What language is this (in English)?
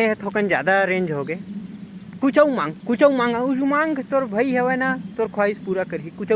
Chhattisgarhi